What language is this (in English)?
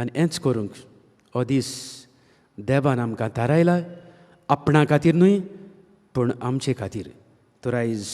Konkani